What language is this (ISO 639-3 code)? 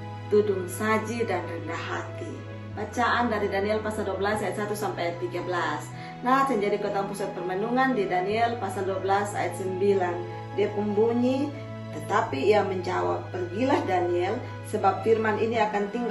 mkn